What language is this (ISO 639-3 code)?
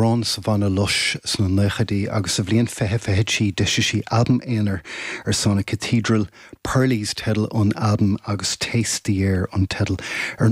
gle